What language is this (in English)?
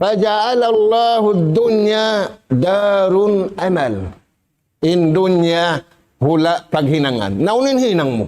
Tausug